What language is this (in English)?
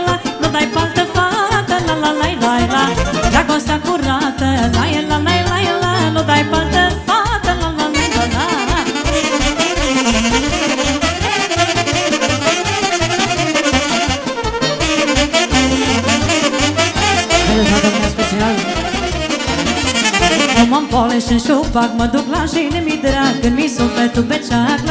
Romanian